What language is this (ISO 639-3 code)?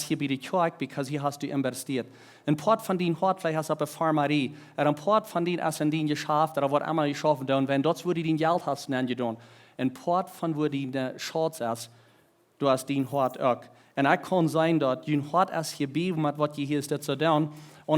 pdt